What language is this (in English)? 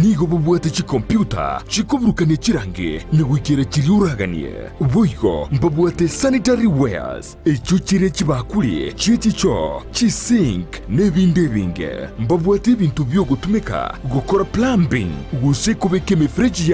Gusii